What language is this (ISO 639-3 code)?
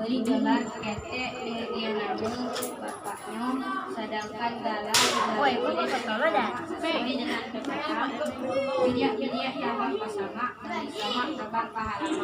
min